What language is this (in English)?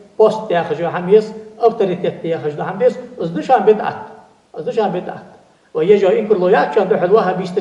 Ingush